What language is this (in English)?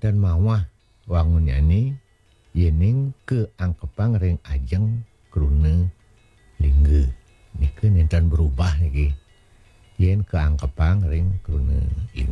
Balinese